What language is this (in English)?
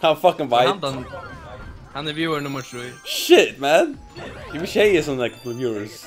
Faroese